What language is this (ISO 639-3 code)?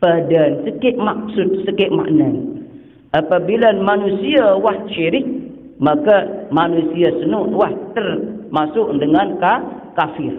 sas